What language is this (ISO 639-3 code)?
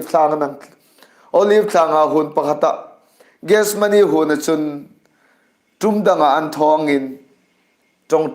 hmr